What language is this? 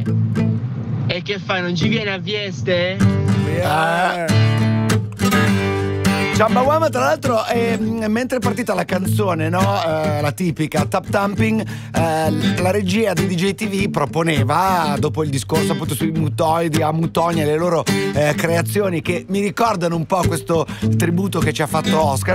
Italian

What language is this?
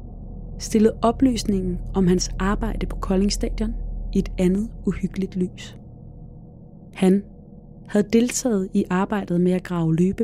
Danish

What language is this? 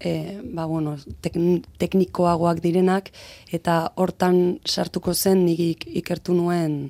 Basque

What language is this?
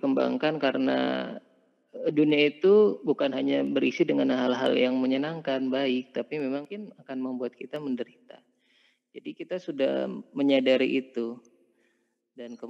Indonesian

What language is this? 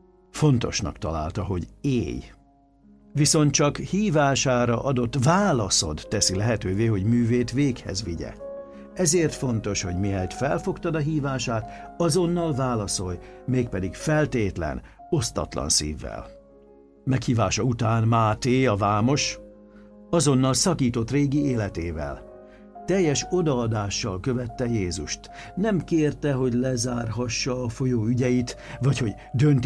Hungarian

